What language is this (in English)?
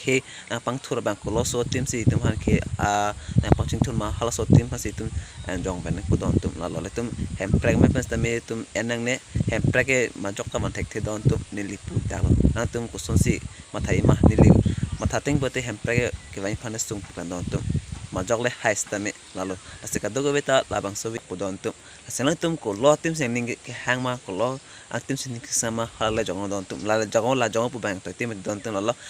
Karbi